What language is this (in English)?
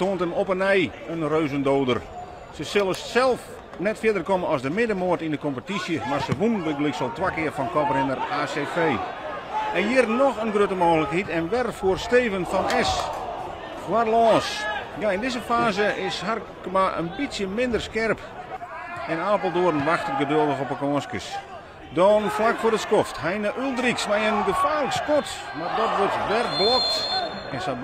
Western Frisian